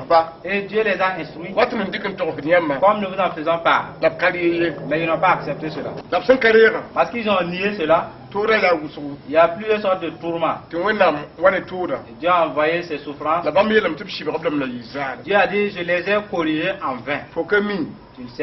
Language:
Mossi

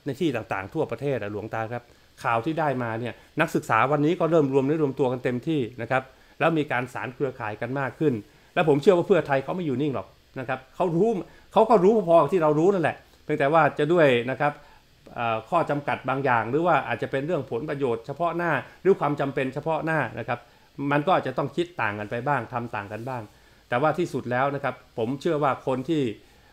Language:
Thai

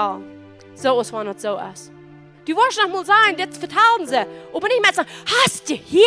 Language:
Plautdietsch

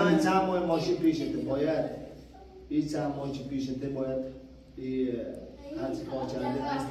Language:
Persian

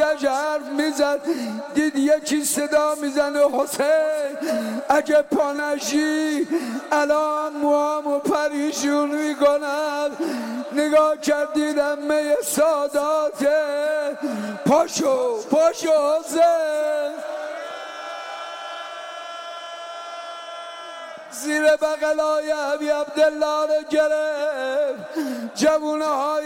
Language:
Persian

